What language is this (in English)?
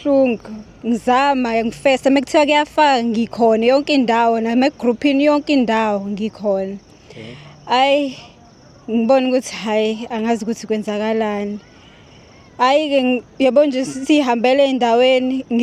Zulu